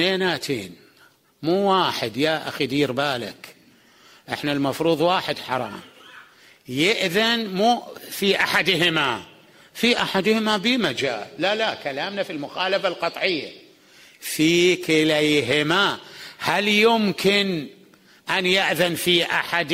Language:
Mesopotamian Arabic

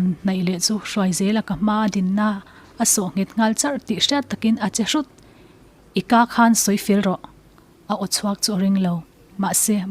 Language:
Mizo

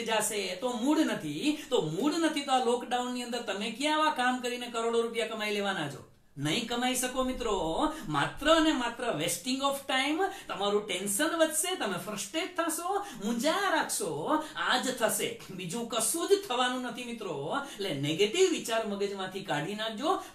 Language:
Gujarati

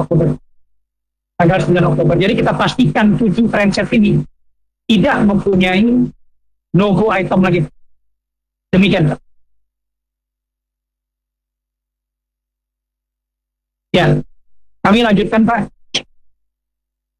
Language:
Indonesian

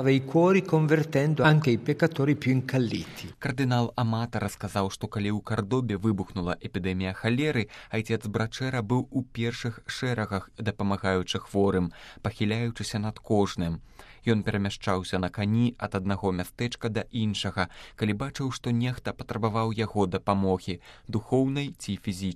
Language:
Belarusian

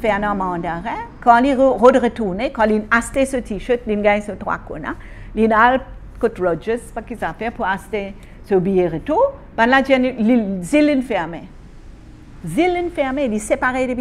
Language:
Morisyen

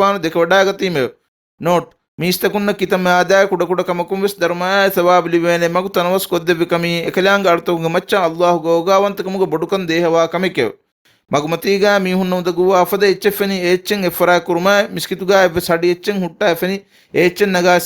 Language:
Divehi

